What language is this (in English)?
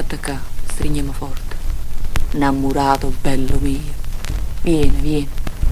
Neapolitan